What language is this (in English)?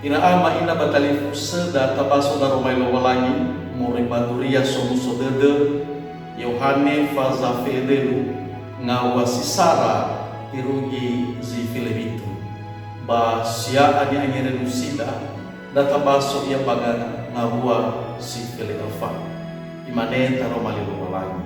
Nias